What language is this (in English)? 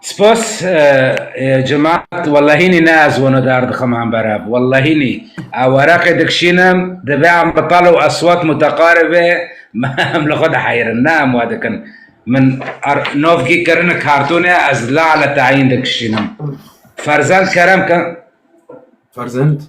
Kurdish